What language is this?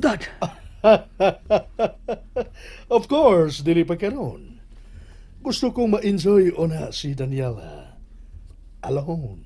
Cebuano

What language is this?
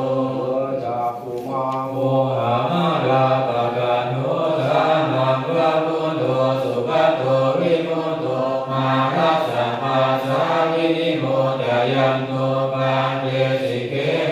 Pali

